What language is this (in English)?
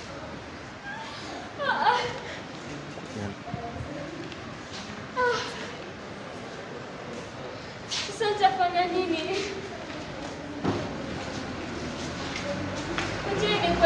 Swahili